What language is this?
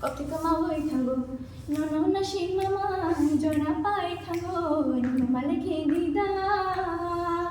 Kok Borok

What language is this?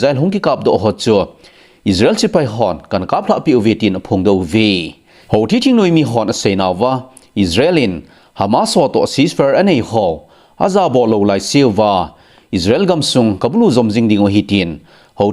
Thado Chin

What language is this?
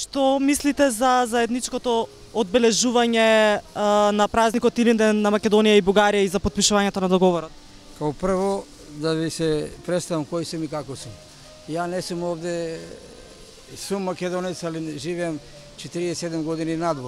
Macedonian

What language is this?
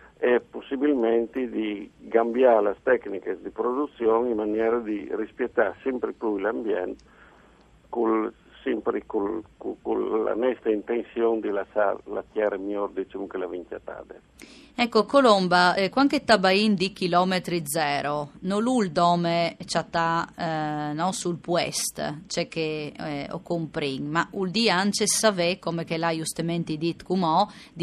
Friulian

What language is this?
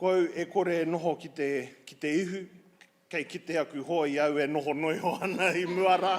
Māori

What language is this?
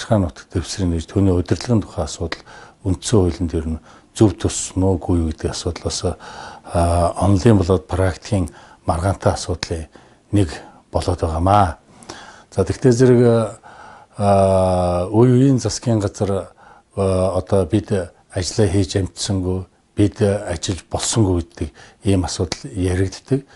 Mongolian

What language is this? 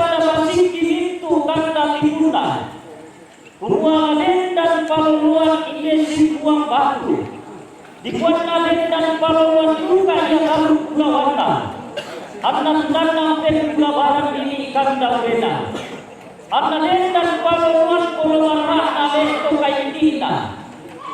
Toraja-Sa'dan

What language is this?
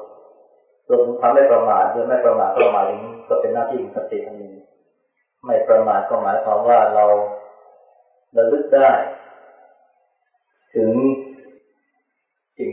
Thai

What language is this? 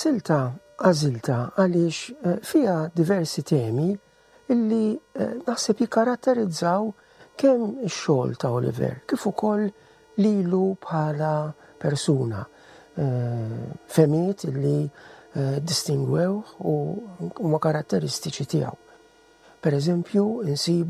Maltese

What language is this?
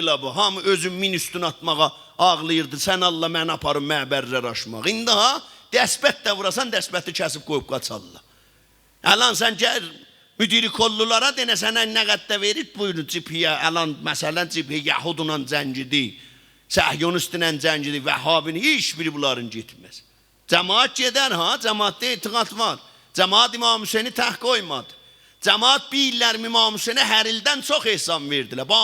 South Azerbaijani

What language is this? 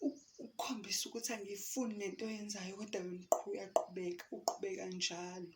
Zulu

